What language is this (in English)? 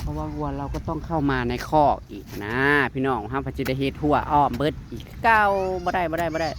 Northeastern Thai